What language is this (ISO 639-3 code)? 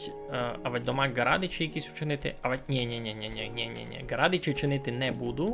rue